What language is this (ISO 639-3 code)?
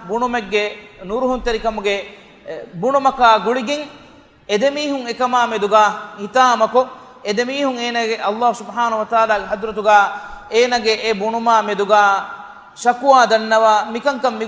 div